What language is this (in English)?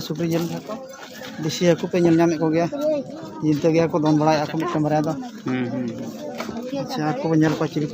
Santali